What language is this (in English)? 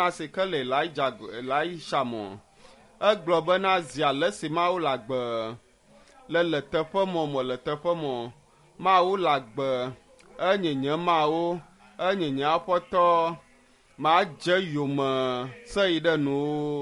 Ewe